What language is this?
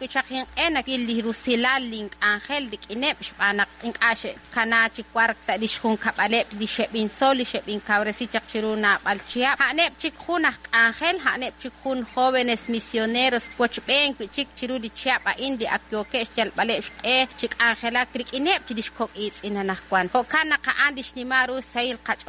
Kekchí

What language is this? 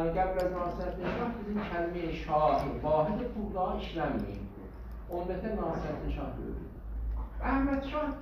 South Azerbaijani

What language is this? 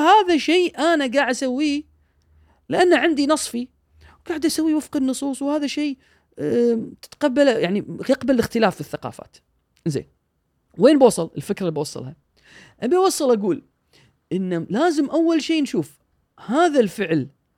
Gulf Arabic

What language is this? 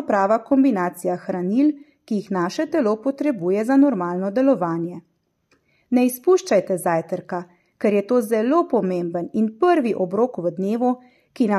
Slovenian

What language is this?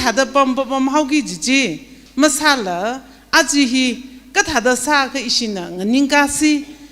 Tangkhul Naga (India)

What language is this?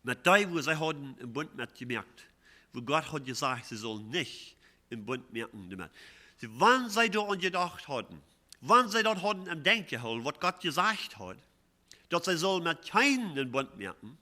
Plautdietsch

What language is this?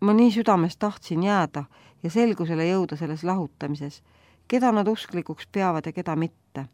Estonian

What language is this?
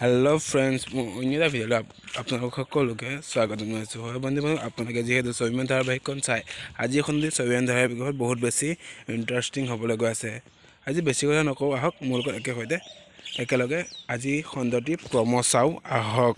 Assamese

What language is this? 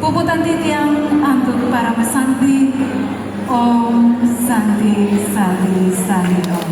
Balinese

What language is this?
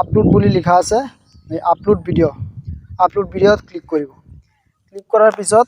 Assamese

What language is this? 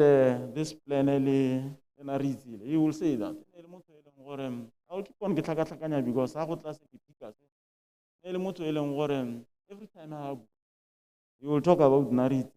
Tswana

